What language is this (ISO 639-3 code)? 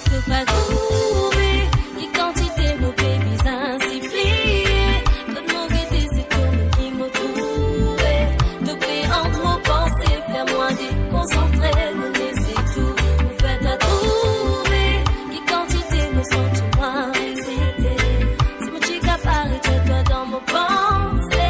mfe